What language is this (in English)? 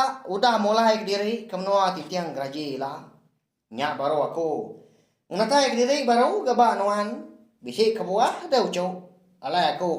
Iban